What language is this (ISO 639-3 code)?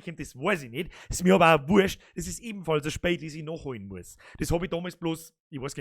bar